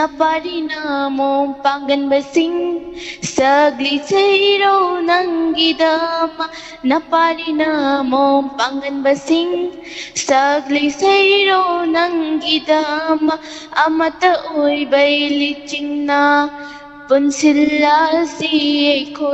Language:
Manipuri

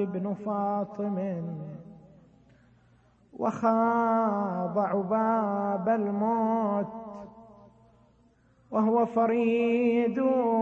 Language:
Arabic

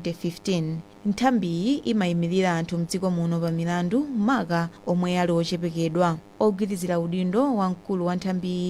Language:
Nyanja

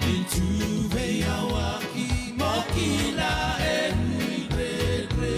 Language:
Fijian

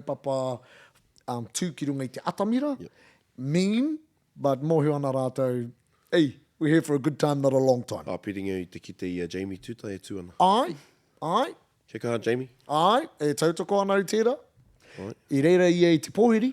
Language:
Māori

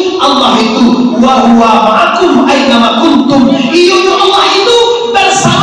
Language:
Minangkabau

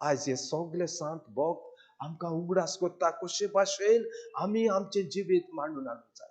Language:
Konkani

